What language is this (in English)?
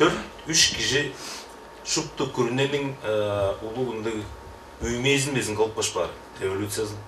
Tuvinian